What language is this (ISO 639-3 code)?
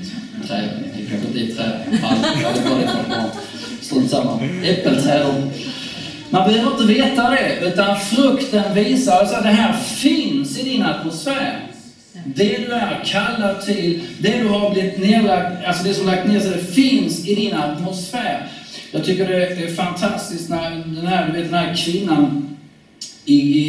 swe